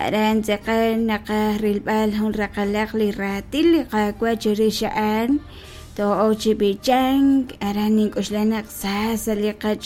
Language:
Kekchí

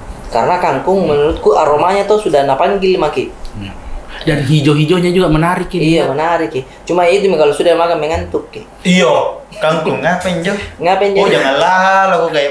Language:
Makassar Malay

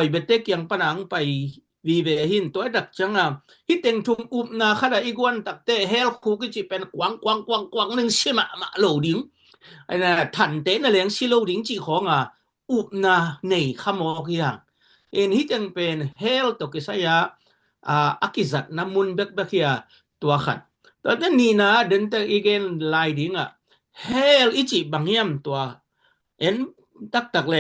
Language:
Tedim Chin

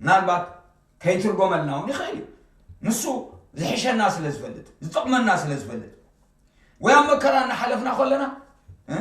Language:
Tigrinya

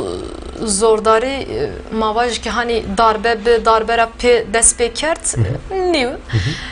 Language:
Zaza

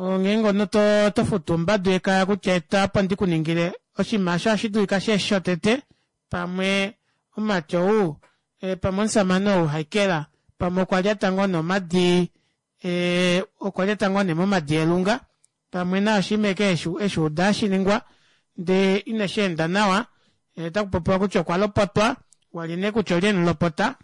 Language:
Kuanyama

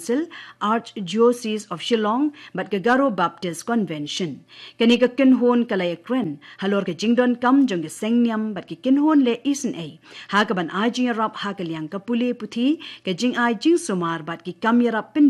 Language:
Khasi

